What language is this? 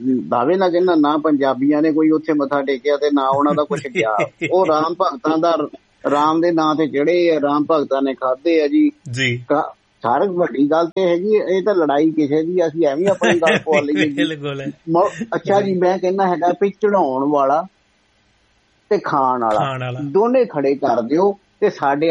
Punjabi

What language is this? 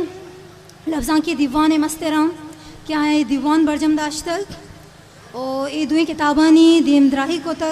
Eastern Balochi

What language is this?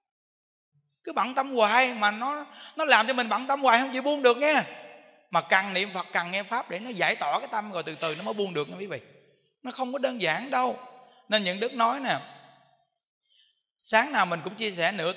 Vietnamese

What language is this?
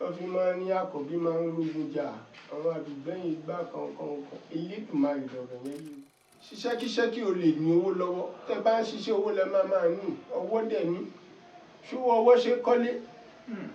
Yoruba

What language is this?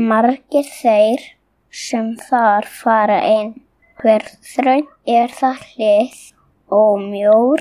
Icelandic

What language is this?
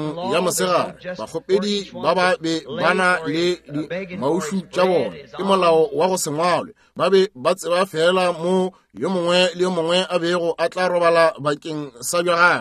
Northern Sotho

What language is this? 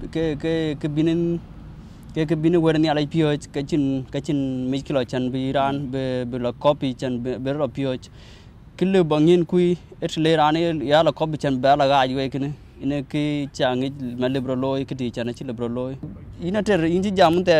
Dinka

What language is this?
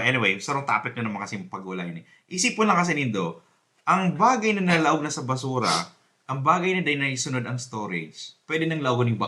Bikol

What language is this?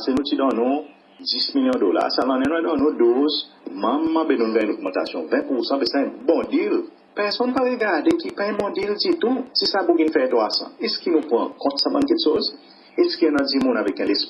Seselwa Creole French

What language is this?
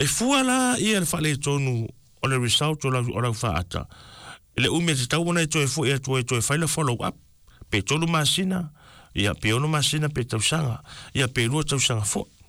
Samoan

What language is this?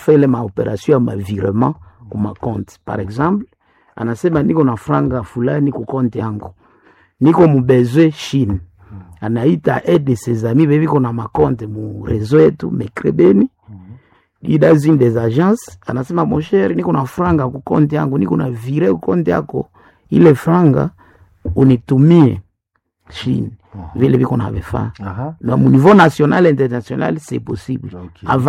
Swahili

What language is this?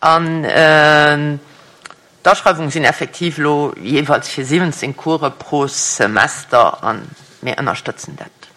Luxembourgish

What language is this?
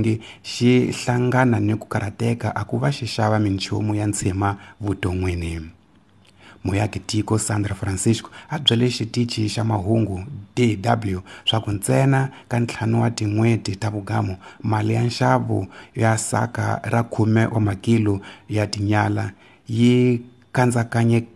Tsonga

